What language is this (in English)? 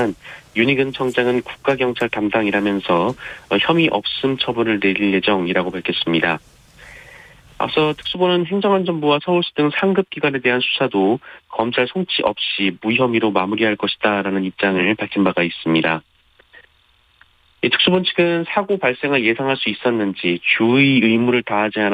Korean